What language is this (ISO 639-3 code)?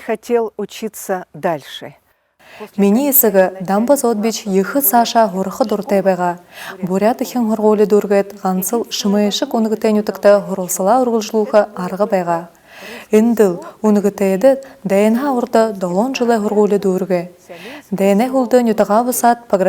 bua